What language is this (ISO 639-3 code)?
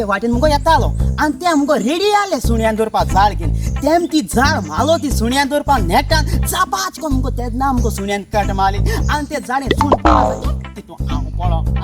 kok